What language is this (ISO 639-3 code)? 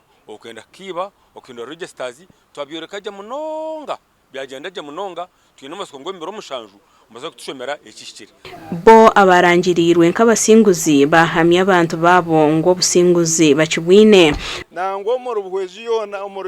nyn